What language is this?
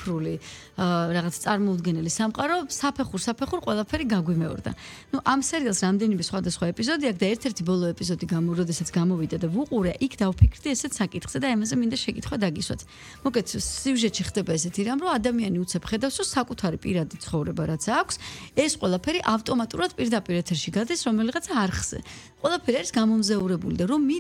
Georgian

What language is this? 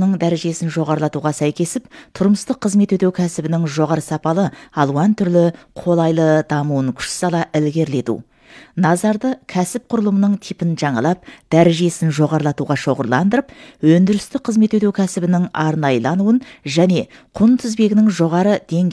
Kazakh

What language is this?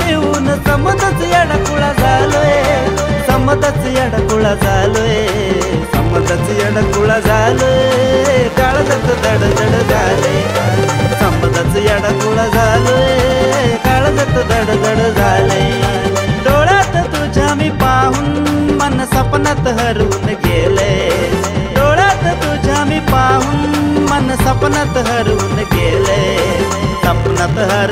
Marathi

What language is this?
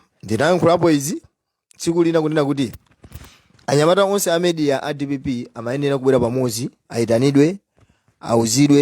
Nyanja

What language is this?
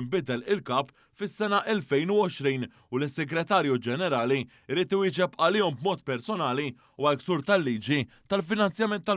Maltese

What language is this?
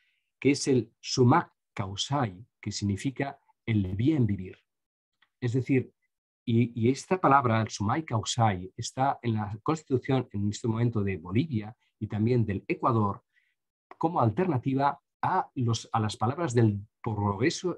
Spanish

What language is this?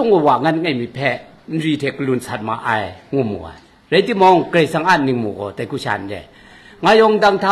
Kachin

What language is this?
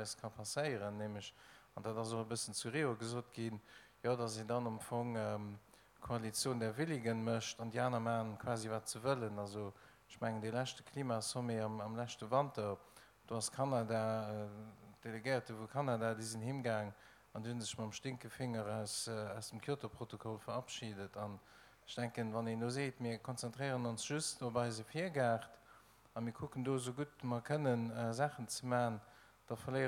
Luxembourgish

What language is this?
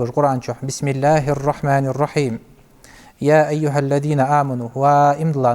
Ingush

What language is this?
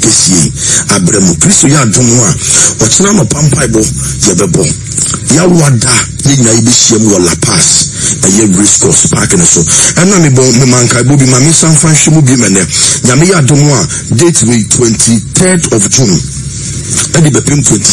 Akan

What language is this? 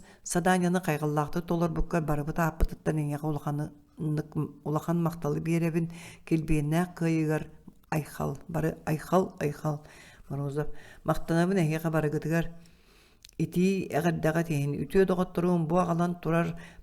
Yakut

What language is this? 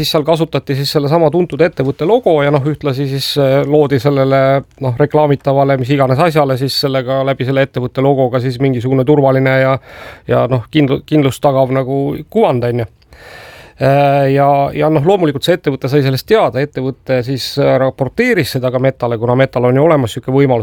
Estonian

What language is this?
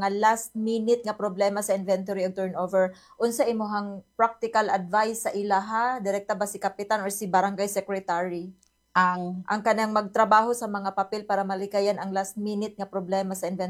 Cebuano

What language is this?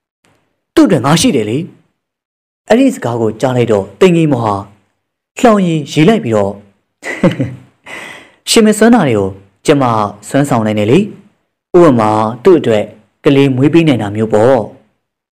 Burmese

